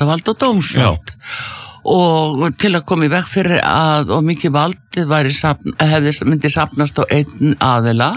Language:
Icelandic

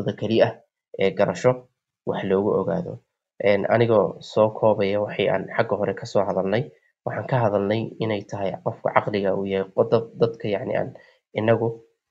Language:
Somali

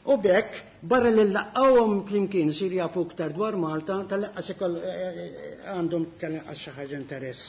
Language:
Maltese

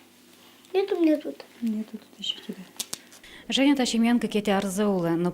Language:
Udmurt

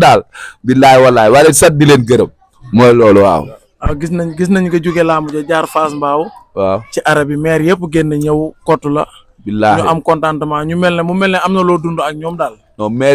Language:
Wolof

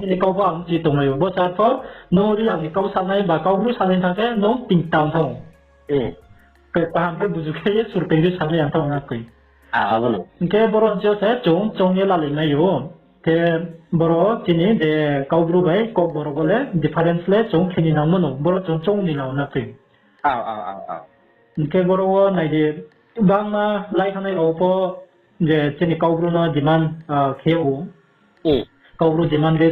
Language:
Riang (India)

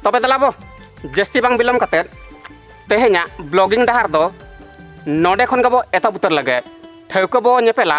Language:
Santali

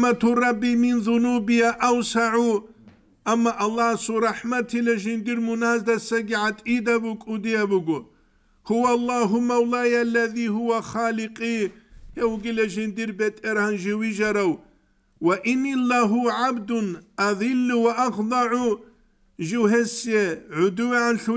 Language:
Avaric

